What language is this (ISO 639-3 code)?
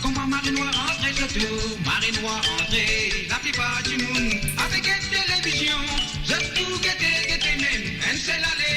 mfe